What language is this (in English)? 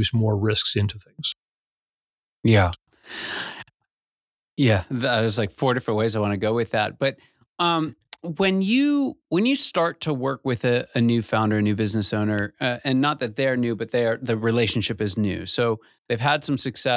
English